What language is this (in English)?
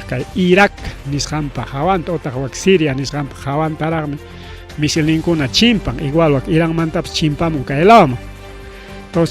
Ayacucho Quechua